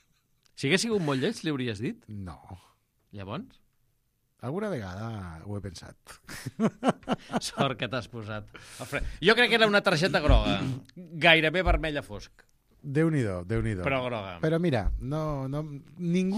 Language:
Catalan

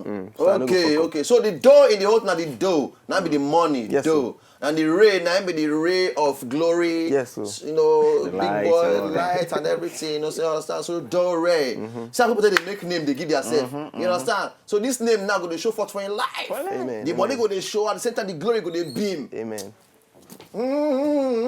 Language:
Nigerian Pidgin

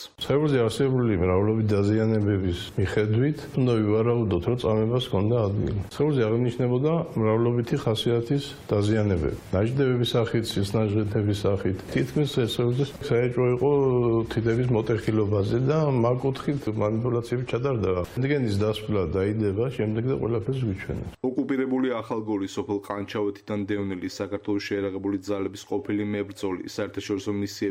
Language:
Georgian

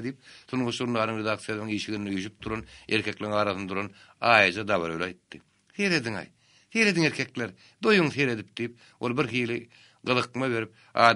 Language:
Turkmen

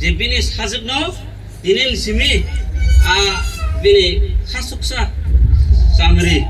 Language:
Kok Borok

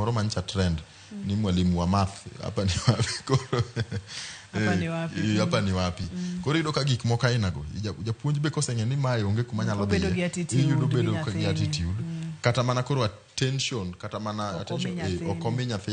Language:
Luo (Kenya and Tanzania)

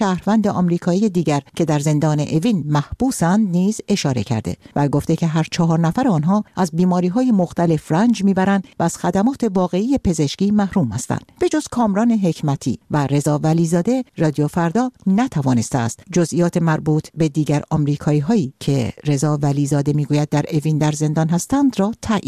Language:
Persian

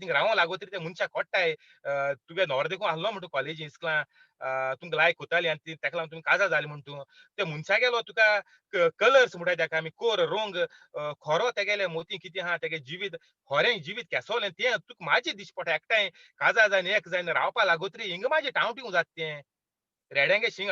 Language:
Konkani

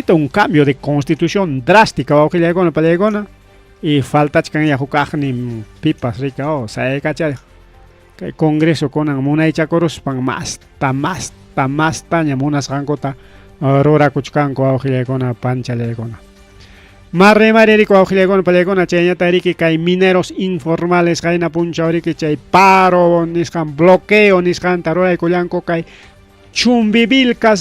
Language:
Ayacucho Quechua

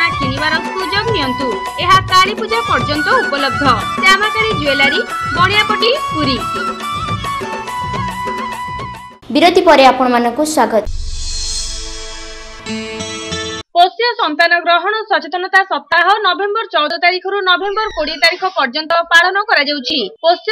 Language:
Odia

